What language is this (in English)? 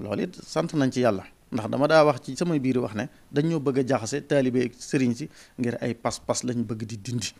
Wolof